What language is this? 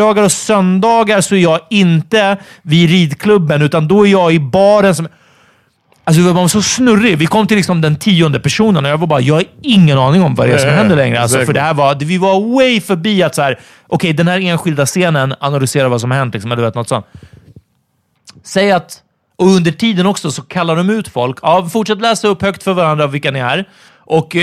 Swedish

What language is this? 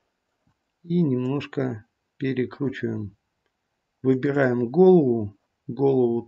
Russian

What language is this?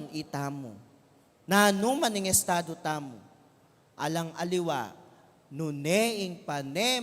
Pampanga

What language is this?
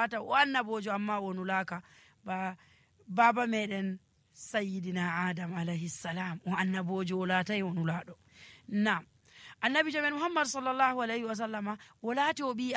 Nigerian Fulfulde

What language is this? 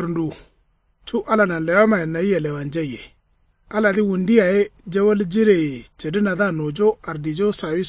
Kanuri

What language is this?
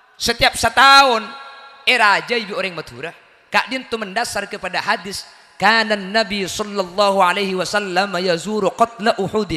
Madurese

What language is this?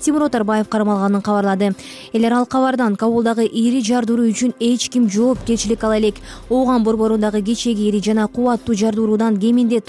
Kyrgyz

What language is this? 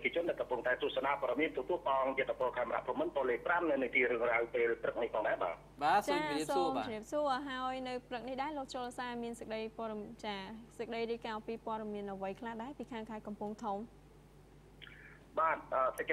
Khmer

